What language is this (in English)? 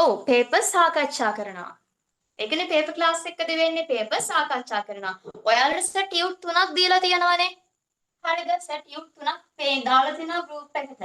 Sinhala